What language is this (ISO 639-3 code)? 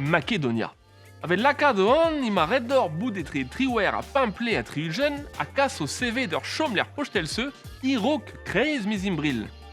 bre